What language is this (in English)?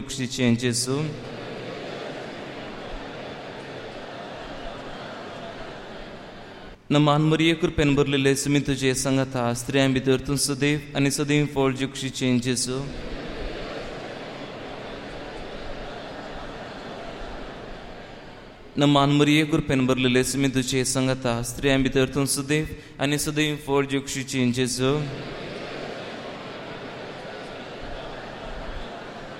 Konkani